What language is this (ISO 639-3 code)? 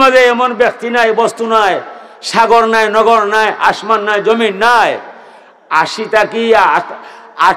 syl